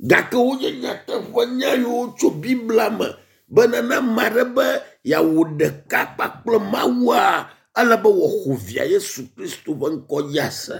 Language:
Ewe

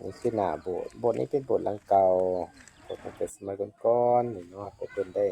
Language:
Lao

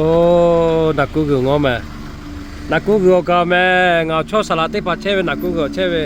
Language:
Lahu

